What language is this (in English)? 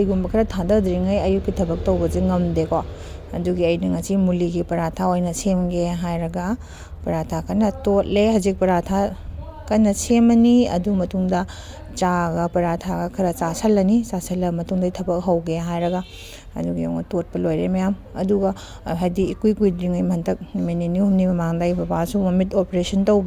Manipuri